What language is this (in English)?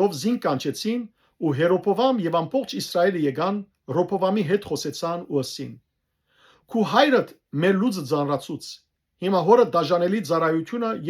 Western Armenian